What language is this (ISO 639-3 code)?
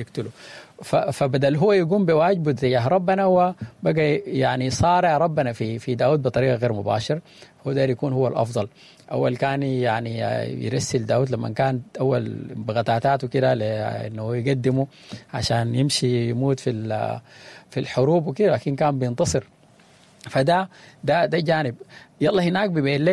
apd